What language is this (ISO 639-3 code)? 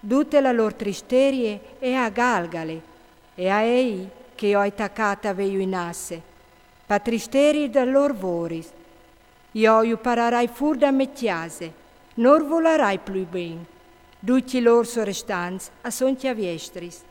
fur